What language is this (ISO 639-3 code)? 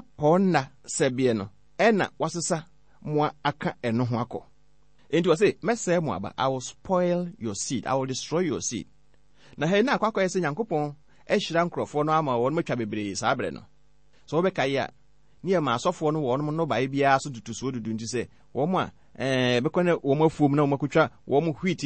aka